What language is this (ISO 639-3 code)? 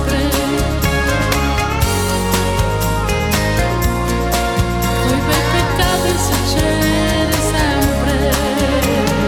fra